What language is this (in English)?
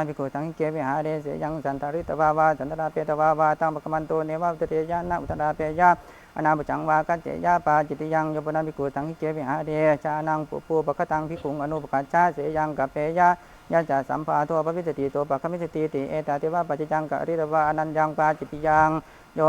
Pali